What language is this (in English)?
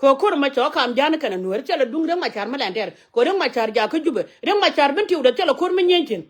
Nuer